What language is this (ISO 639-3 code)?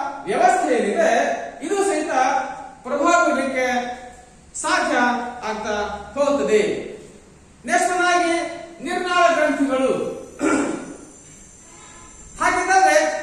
kan